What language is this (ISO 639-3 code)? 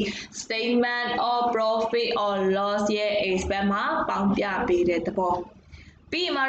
mya